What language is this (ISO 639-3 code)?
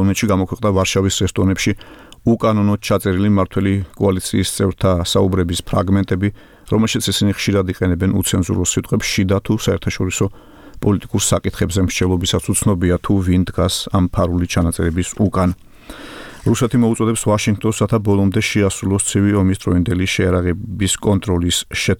kat